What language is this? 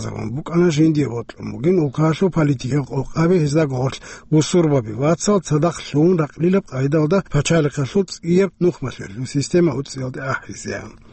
Avaric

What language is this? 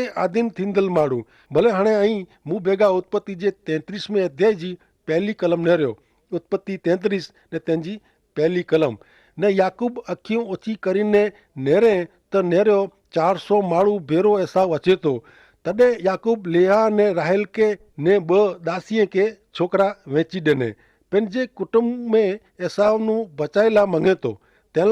Kachhi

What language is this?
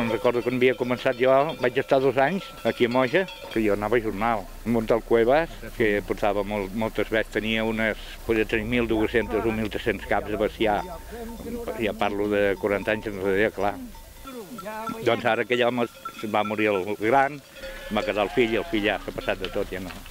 Catalan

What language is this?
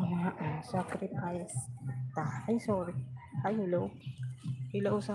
Hiligaynon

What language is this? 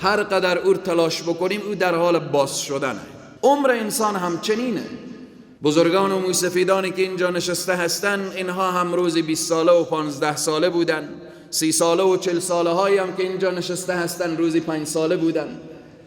Persian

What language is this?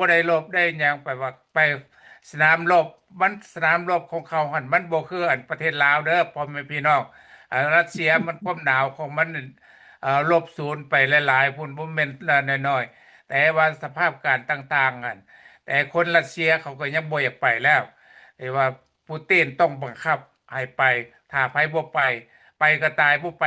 Lao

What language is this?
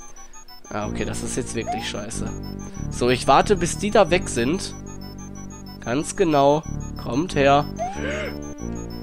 German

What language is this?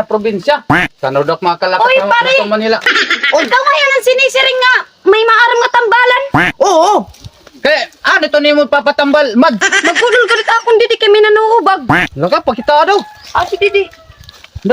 Waray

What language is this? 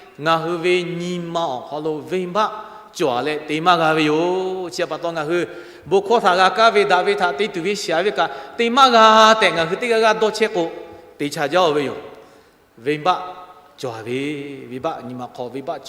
Lahu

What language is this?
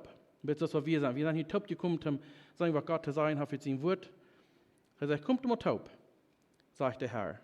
Plautdietsch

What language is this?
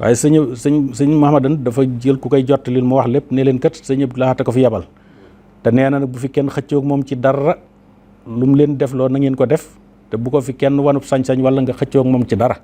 Wolof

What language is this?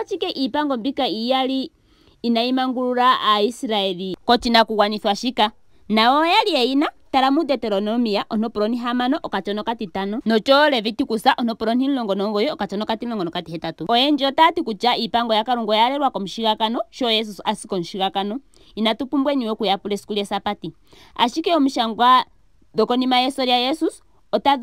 Ndonga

